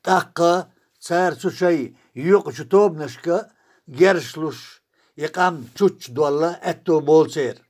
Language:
Chechen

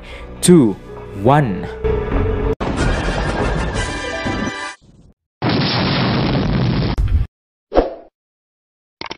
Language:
Filipino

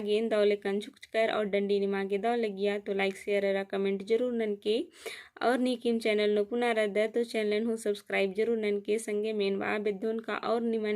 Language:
Kurukh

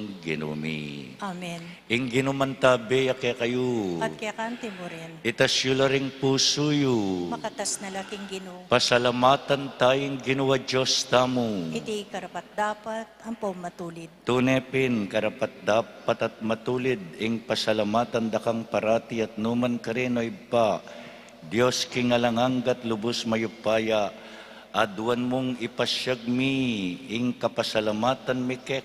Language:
Pampanga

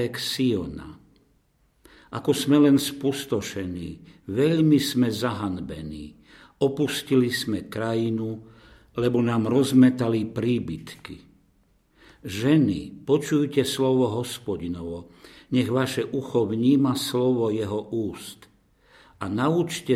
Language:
Slovak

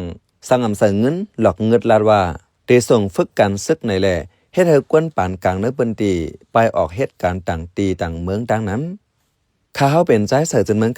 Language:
Shan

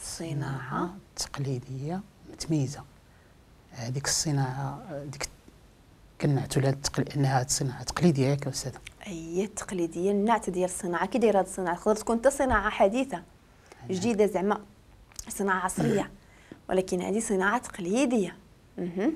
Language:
Moroccan Arabic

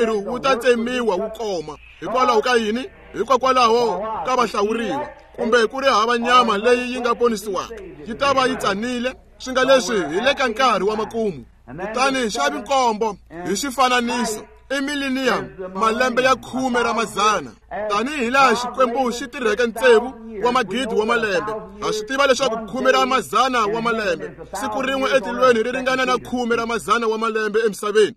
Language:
Tsonga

